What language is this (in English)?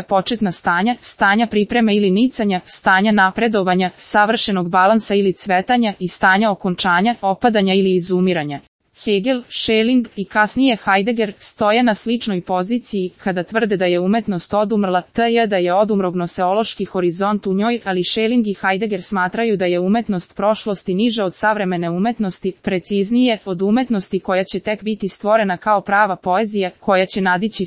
Serbian